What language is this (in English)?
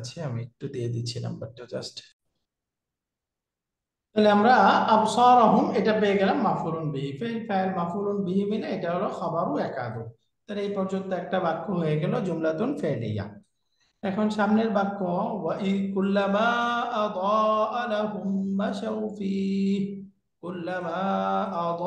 Bangla